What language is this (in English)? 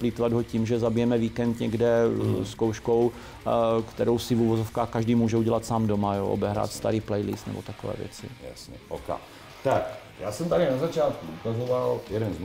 Czech